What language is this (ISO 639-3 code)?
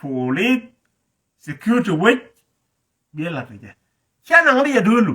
nus